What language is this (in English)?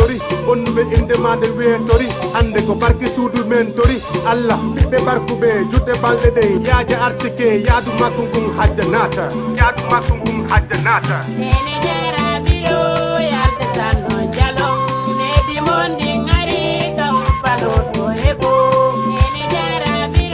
Fula